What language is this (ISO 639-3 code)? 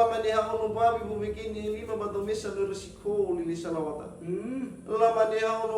nia